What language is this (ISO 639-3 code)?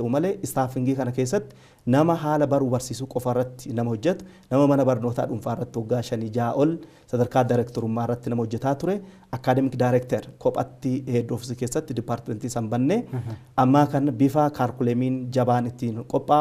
orm